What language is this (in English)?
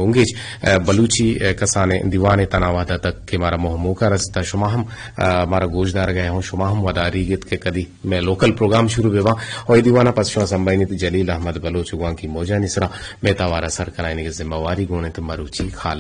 Eastern Balochi